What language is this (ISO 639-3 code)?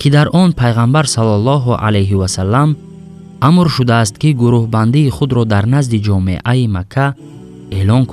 tgk